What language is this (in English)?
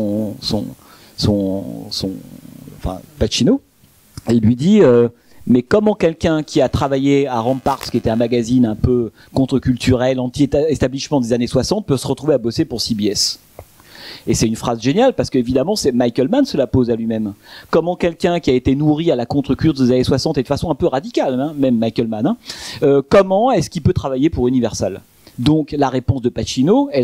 French